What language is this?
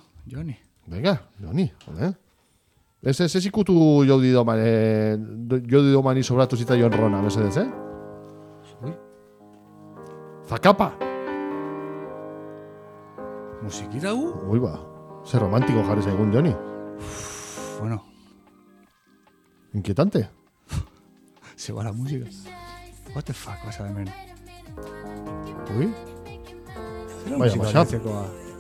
Basque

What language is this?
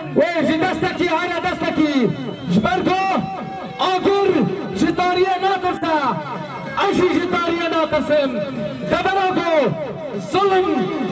Kurdish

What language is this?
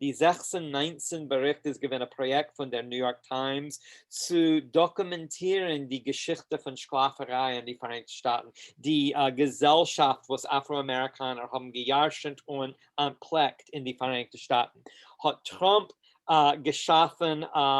Yiddish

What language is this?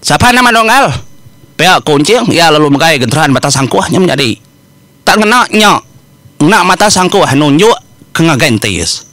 Iban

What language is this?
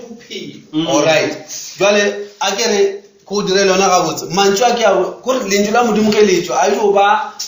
Northern Sotho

